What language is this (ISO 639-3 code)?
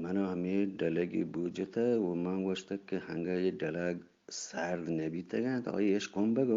bgp